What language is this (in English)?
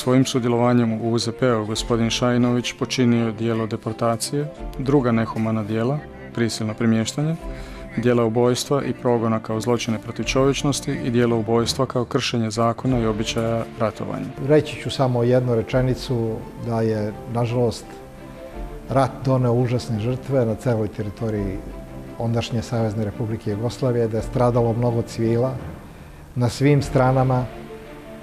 Croatian